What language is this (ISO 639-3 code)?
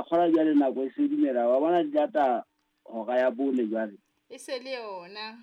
sot